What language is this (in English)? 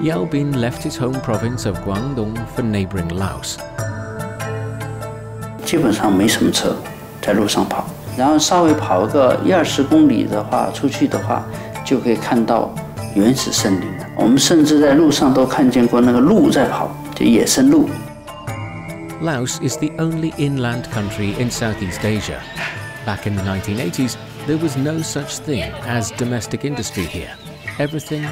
English